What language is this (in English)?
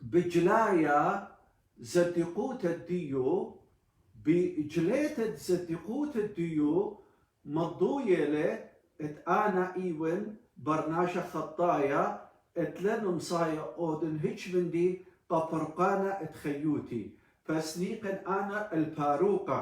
Assyrian Neo-Aramaic